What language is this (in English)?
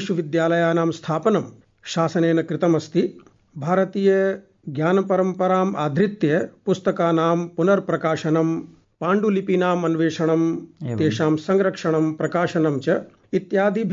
Sanskrit